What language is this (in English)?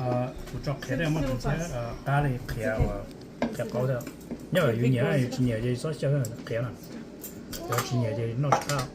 Hmong